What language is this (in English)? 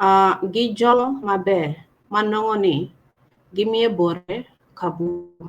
Acoli